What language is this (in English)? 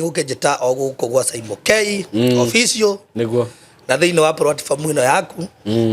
Kikuyu